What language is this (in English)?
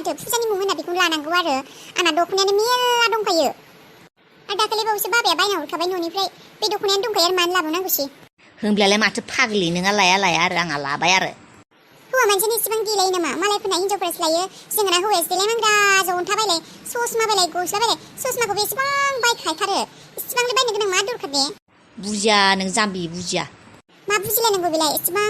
Bodo